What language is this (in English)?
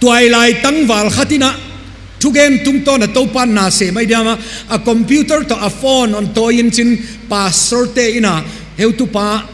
Tedim Chin